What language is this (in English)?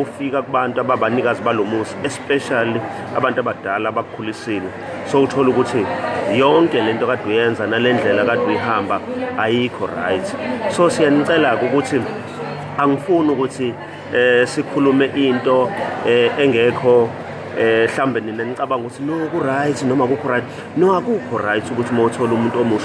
Zulu